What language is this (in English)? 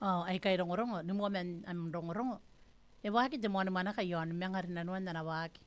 Gilbertese